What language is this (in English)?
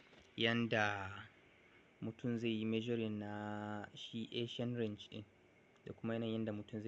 Hausa